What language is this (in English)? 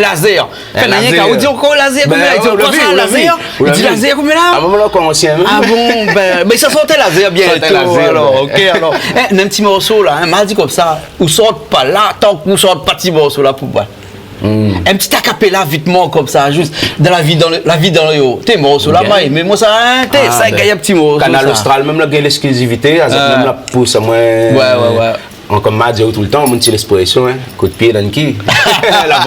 Réunion Creole French